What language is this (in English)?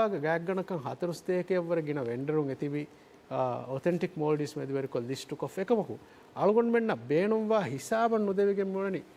Divehi